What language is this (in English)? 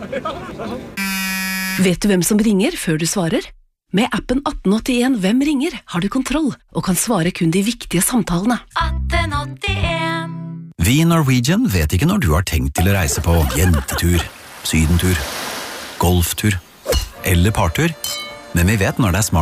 Norwegian